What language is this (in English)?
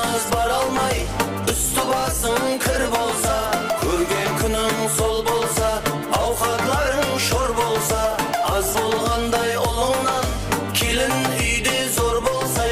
Kara-Kalpak